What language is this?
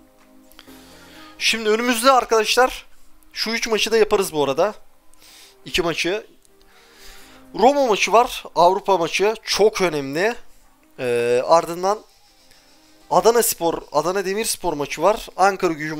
Turkish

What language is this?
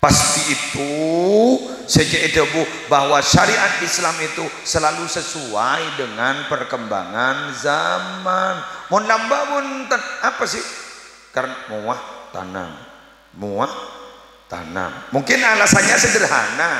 Madurese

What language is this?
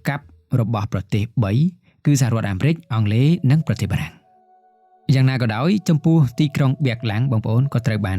Khmer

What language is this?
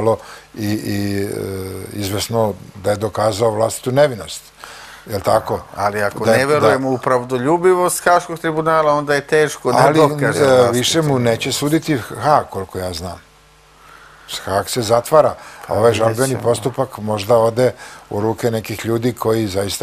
Serbian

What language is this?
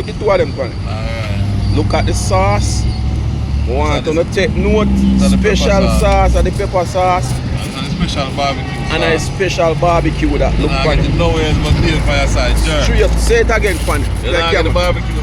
Jamaican Creole English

